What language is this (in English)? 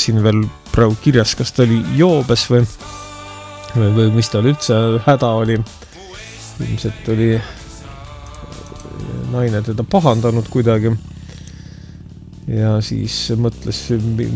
Estonian